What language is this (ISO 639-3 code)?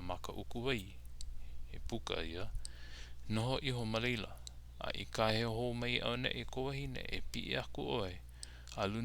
haw